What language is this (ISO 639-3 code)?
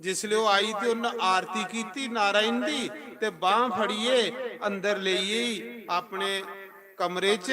doi